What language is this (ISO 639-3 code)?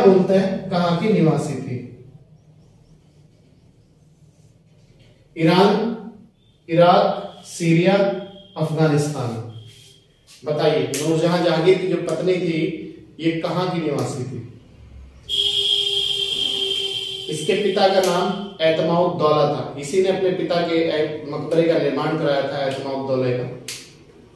hin